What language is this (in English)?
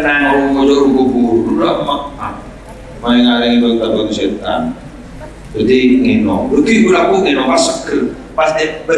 Madurese